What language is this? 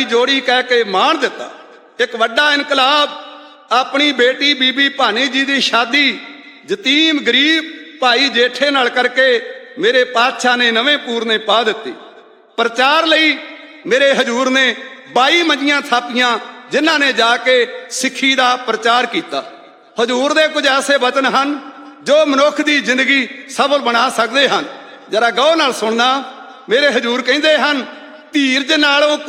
Punjabi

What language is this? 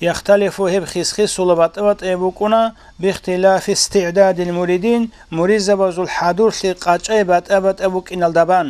Avaric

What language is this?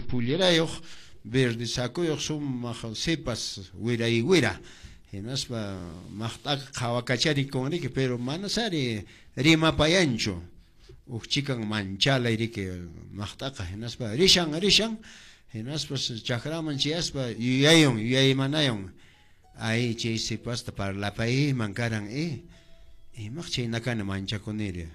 Quechua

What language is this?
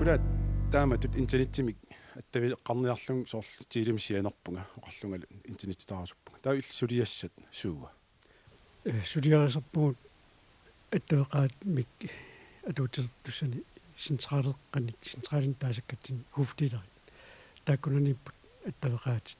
Kalaallisut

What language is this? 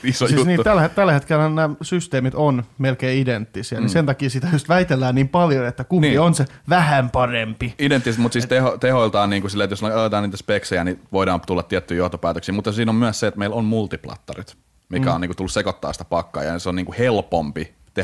Finnish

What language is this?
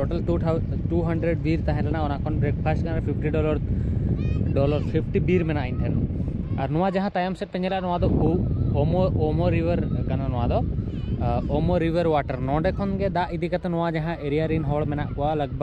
Santali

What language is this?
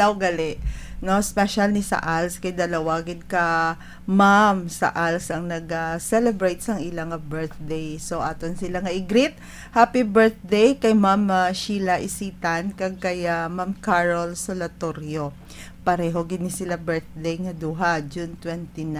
Hiligaynon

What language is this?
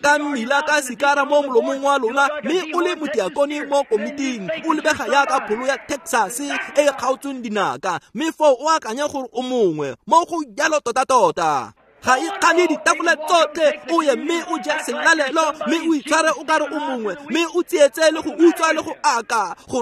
Tswana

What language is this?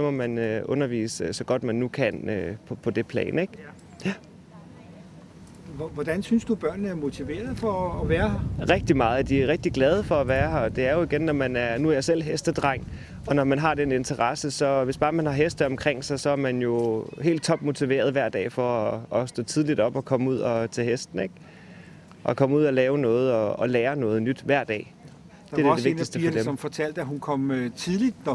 Danish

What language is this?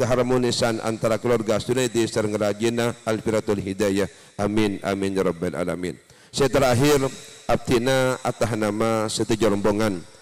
Madurese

